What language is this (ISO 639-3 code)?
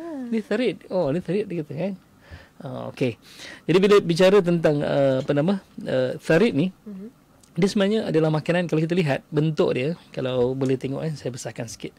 msa